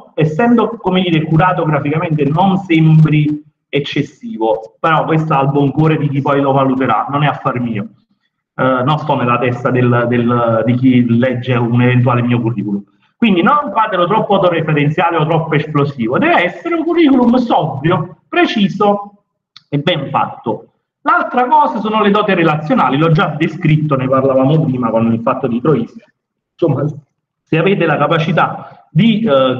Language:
Italian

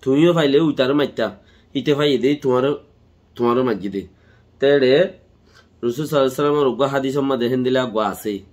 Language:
Rohingya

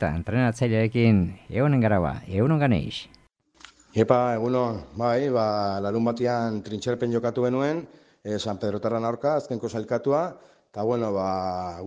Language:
Basque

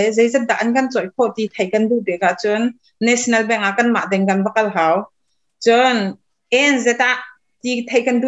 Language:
Hakha Chin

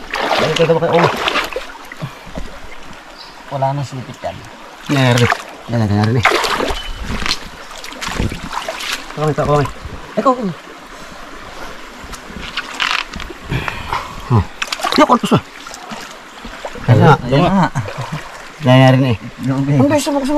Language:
Filipino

